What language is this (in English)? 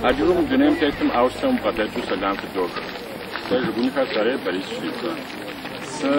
Adyghe